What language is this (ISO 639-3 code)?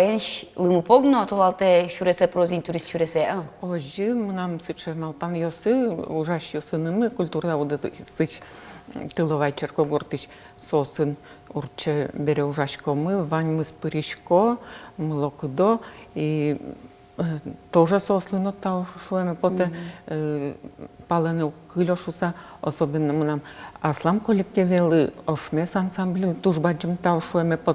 udm